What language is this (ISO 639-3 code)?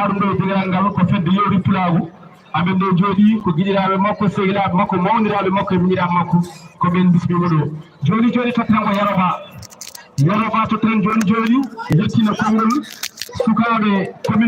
ful